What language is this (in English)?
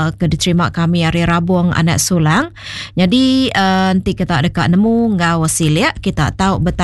Iban